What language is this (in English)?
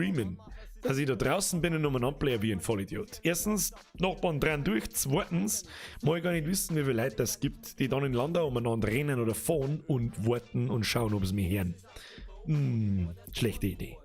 Bavarian